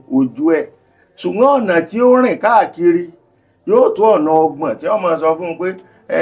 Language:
Yoruba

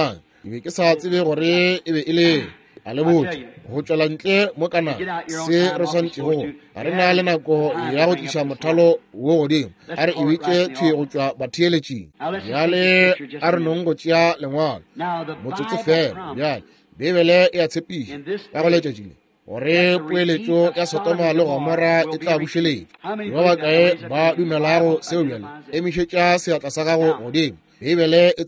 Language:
Northern Sotho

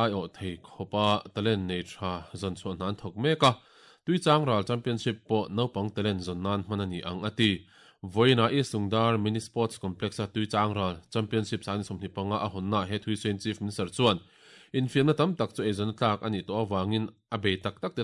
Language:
Mizo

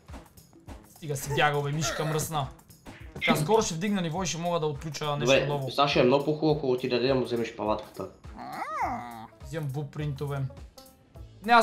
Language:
Bulgarian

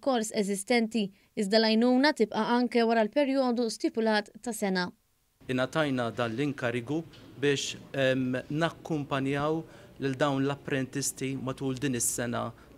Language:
Maltese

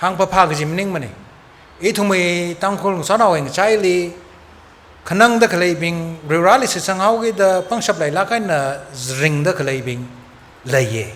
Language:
Tangkhul Naga (India)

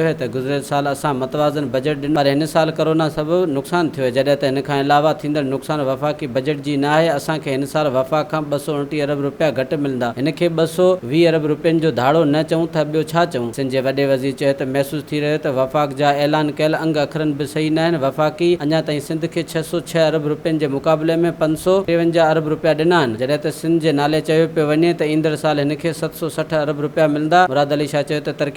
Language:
Sindhi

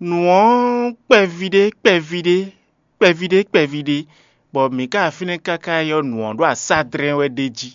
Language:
Fon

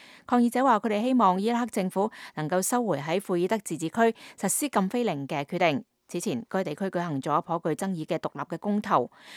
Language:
Cantonese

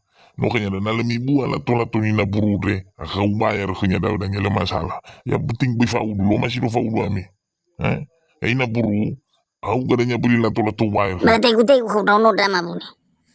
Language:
Nias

